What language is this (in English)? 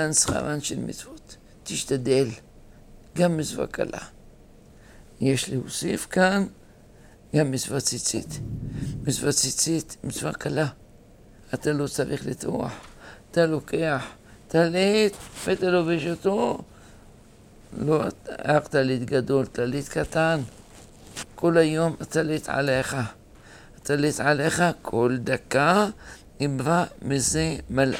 Hebrew